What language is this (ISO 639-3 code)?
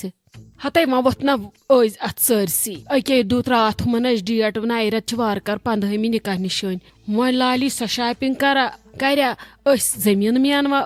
kas